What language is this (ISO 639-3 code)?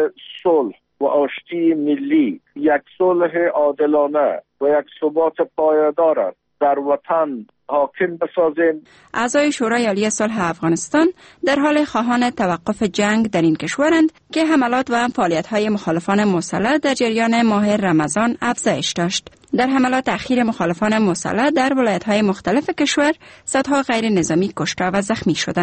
fas